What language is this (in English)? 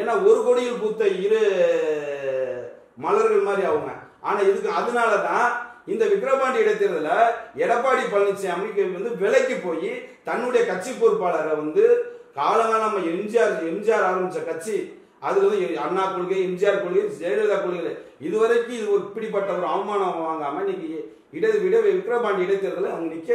Tamil